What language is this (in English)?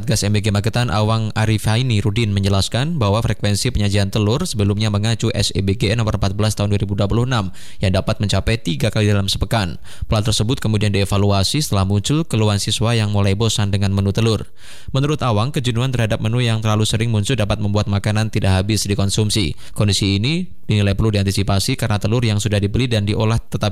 Indonesian